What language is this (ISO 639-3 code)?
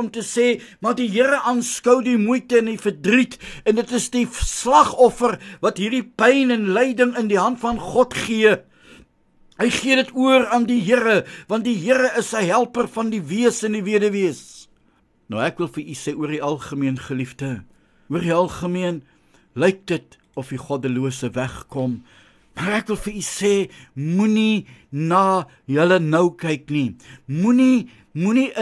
afr